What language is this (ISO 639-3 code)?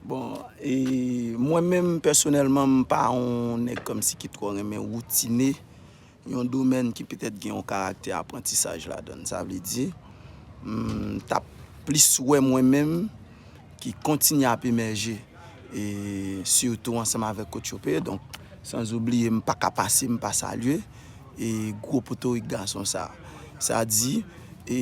hat